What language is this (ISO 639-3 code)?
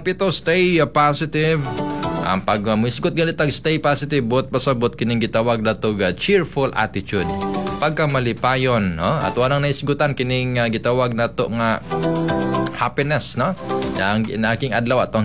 ceb